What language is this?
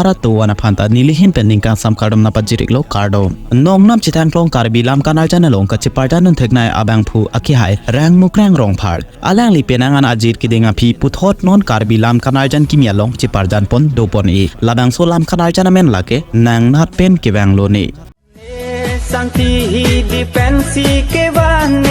Karbi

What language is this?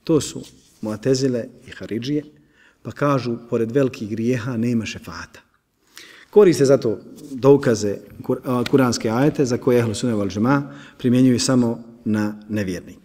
Bosnian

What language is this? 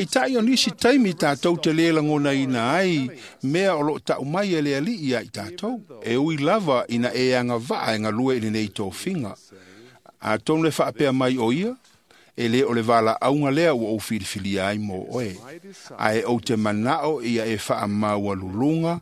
Samoan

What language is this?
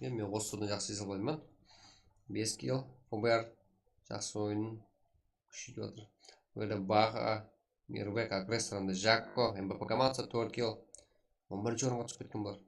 Kara-Kalpak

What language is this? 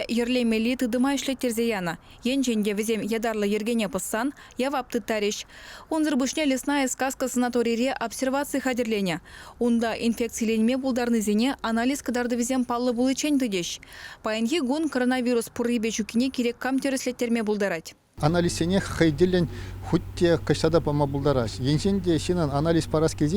Chuvash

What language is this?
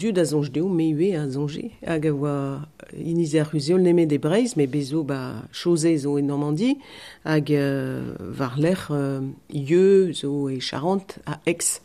Breton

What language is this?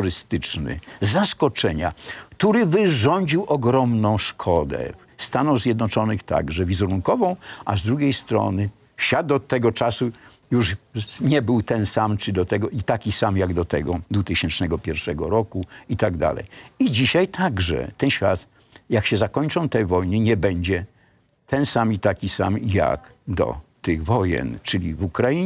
Polish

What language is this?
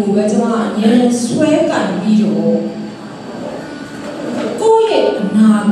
Burmese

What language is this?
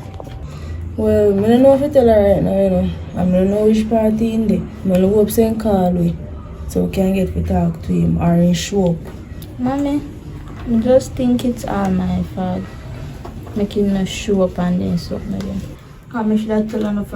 Jamaican Creole English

